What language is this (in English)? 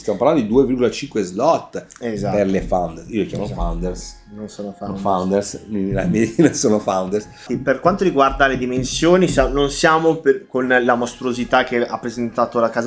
Italian